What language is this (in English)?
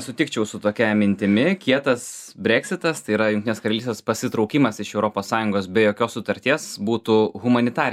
Lithuanian